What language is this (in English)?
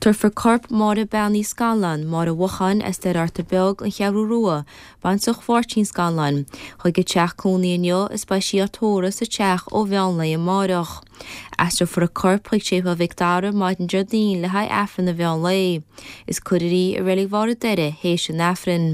Irish